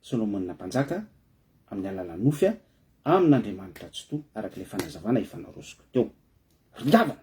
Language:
Malagasy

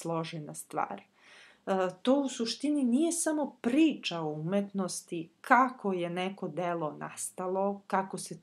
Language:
Serbian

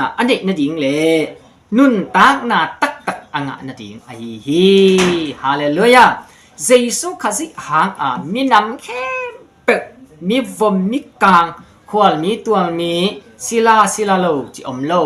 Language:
Tedim Chin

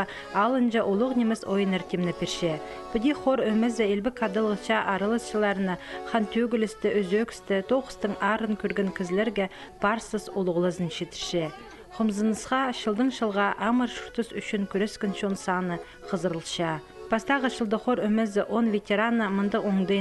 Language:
Khakas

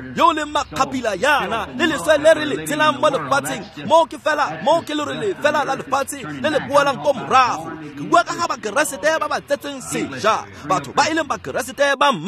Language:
Tswana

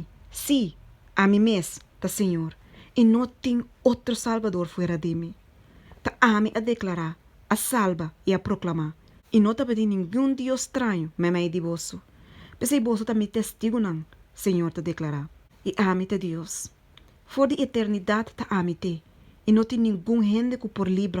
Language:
Papiamento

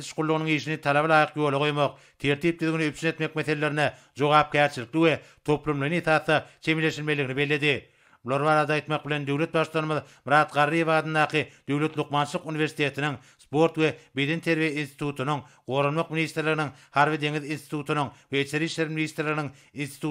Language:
Turkmen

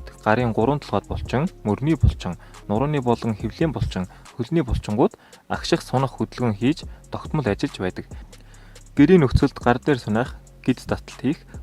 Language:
Mongolian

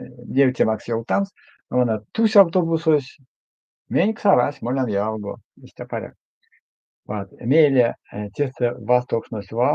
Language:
Erzya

